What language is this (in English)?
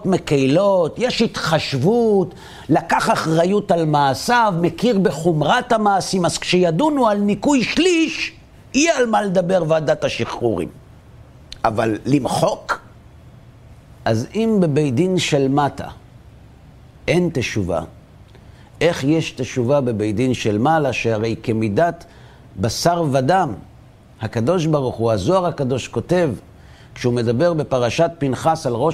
Hebrew